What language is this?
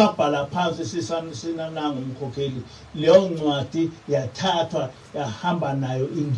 Zulu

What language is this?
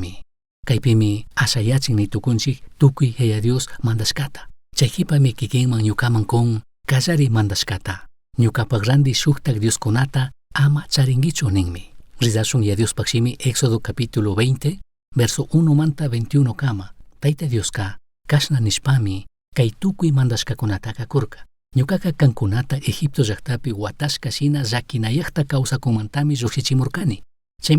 Chimborazo Highland Quichua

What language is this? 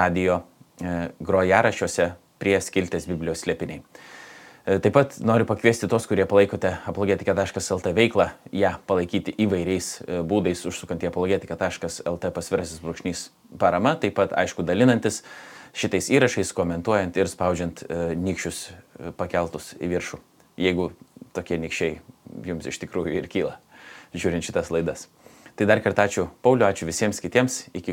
Lithuanian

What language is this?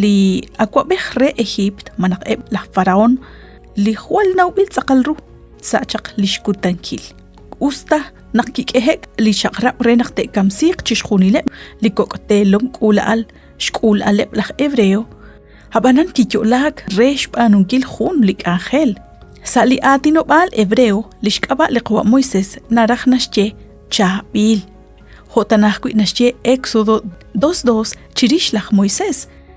Kekchí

